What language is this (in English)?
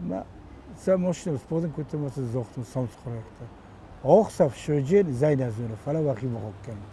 Ossetic